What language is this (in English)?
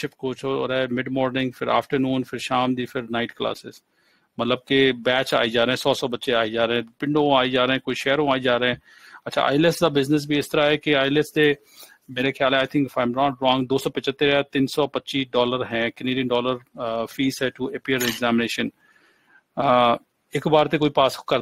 Punjabi